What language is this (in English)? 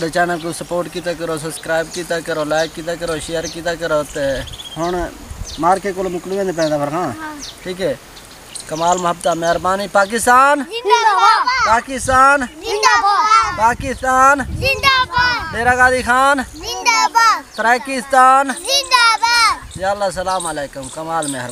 Saraiki